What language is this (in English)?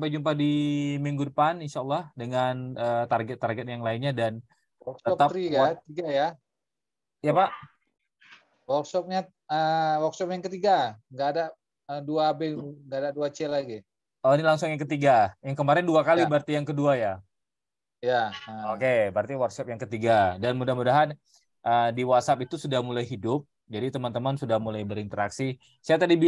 Indonesian